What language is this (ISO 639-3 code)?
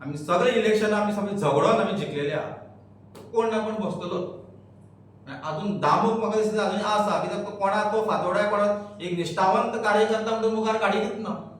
kok